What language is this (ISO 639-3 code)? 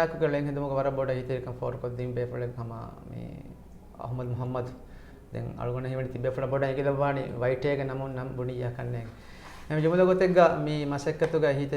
div